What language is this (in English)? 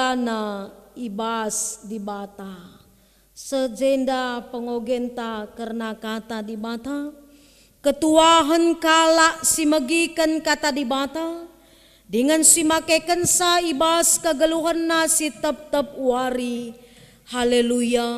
Batak Karo